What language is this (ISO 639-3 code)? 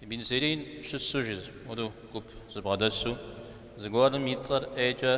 kbd